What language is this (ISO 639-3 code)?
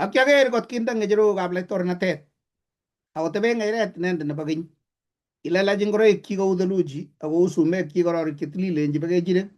kln